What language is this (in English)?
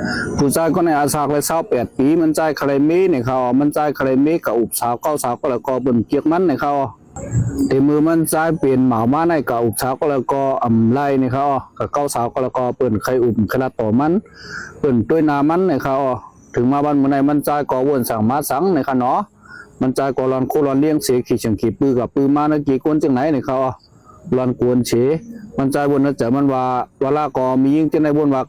Shan